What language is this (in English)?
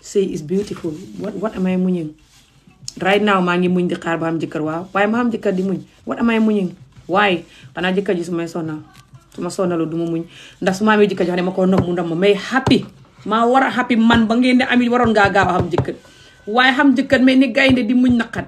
Wolof